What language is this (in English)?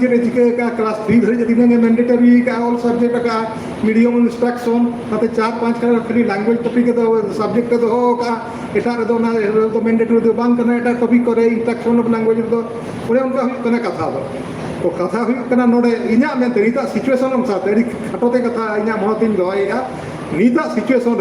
Santali